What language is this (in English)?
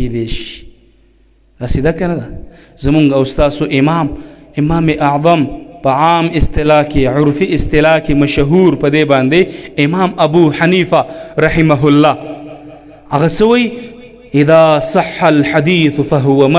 Pashto